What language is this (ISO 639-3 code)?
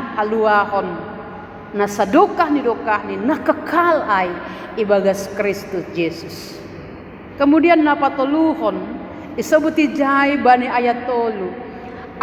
bts